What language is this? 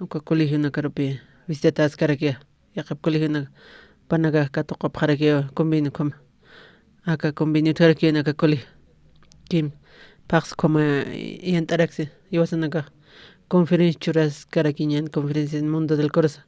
Aymara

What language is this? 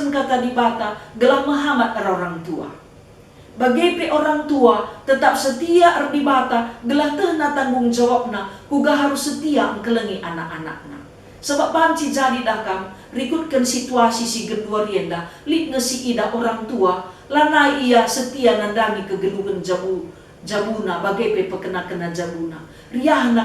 Batak Karo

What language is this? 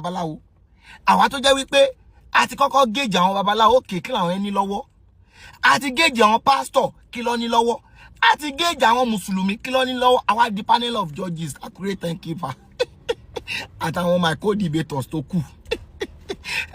Yoruba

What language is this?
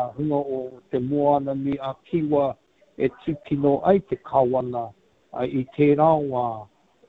Māori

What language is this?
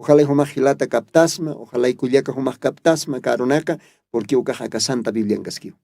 Aymara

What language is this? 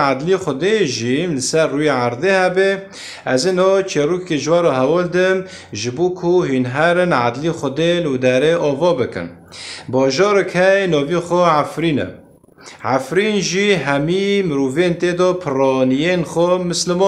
Kurdish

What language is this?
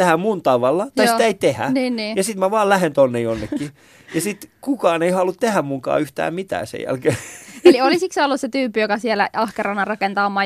Finnish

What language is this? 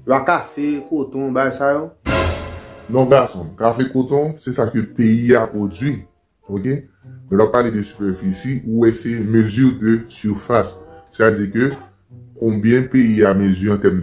Haitian Creole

